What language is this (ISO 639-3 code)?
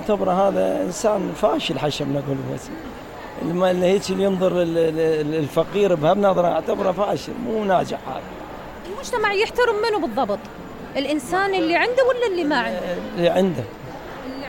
acm